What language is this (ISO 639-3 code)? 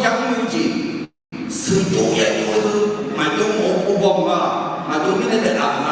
ahk